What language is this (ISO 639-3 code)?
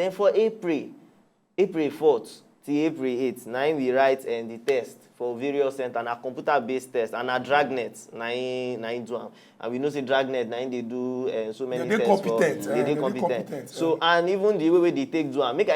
pcm